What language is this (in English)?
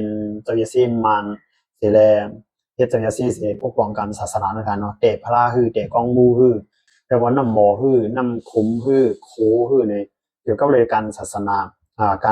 Shan